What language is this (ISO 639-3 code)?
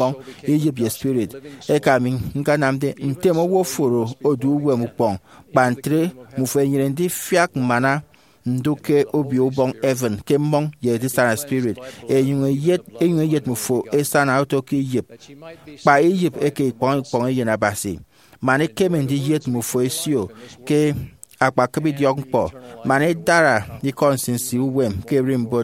efi